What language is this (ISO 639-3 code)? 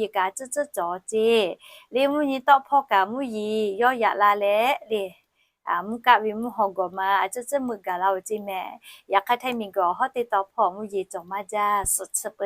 lhu